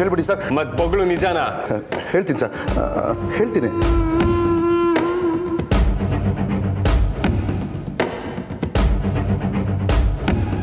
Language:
Kannada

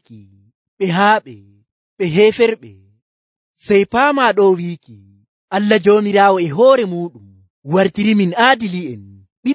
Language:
Nigerian Fulfulde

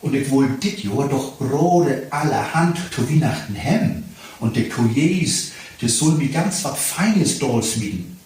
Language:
Low German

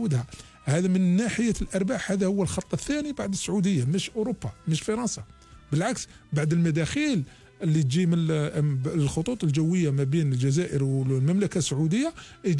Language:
Algerian Arabic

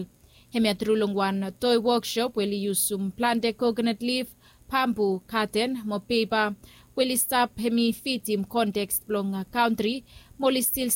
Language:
Bislama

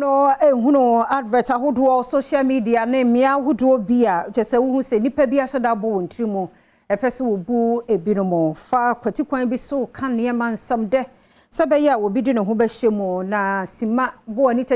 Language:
Akan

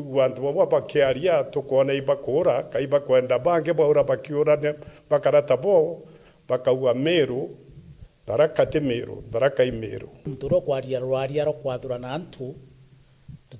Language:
Meru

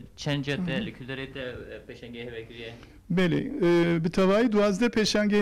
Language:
Kurdish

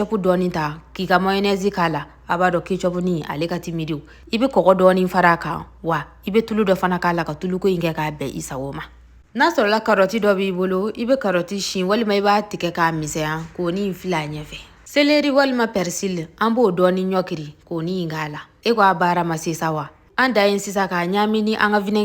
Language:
Bambara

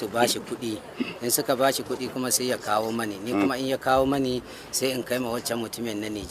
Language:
Hausa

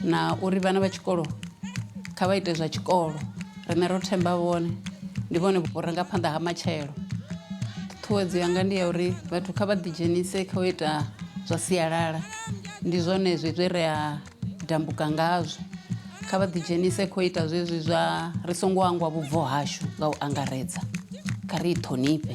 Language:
Venda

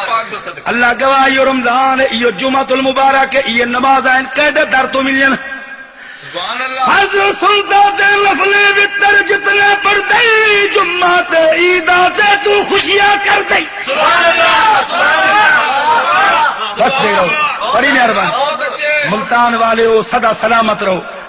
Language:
Saraiki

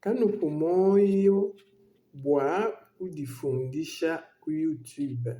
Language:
Luba-Lulua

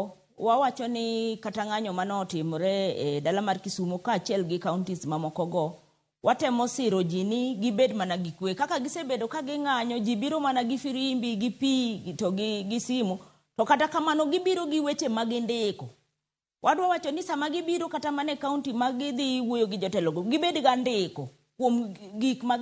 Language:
Luo (Kenya and Tanzania)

